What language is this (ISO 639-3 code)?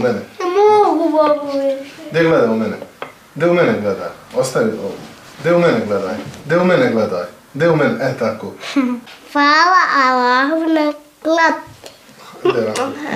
bos